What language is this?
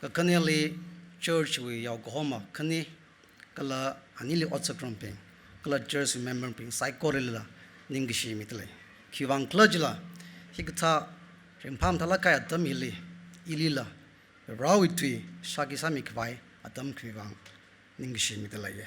Tangkhul Naga (India)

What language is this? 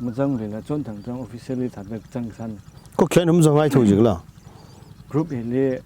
Tangkhul Naga (India)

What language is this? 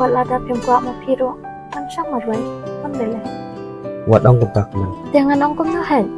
Khasi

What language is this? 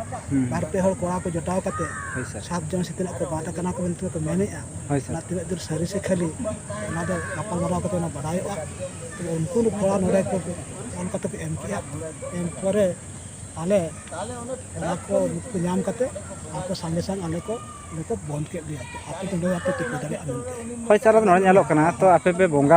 Santali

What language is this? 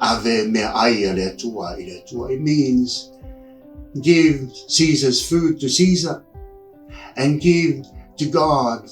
Samoan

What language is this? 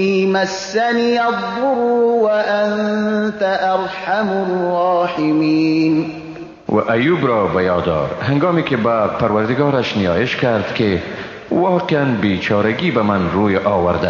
Persian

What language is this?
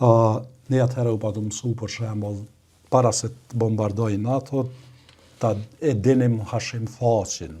Albanian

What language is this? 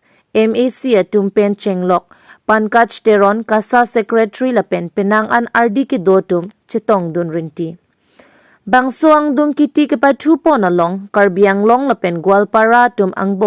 Karbi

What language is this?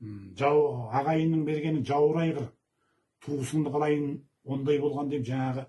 Kazakh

